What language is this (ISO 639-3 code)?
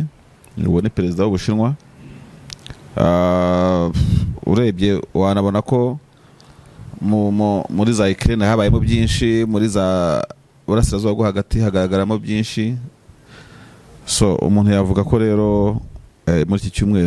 kin